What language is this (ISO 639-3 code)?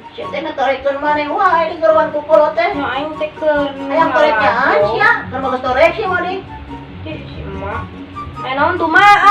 sun